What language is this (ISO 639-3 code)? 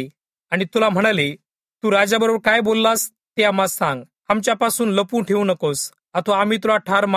mar